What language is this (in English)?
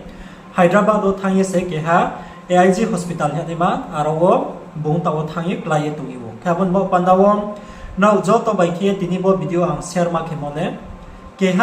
Riang (India)